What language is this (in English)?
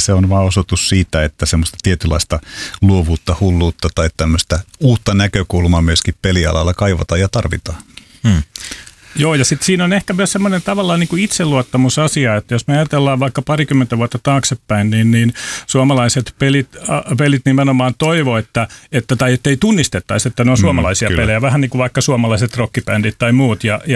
Finnish